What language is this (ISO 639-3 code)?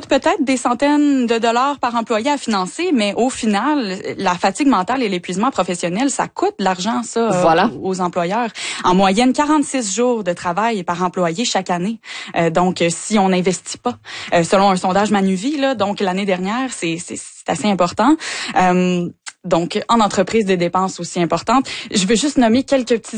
fra